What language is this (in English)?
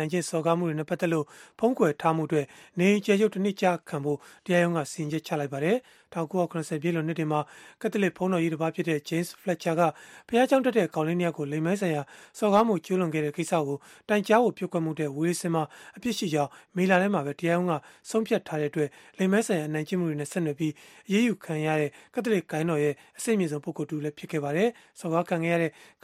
Burmese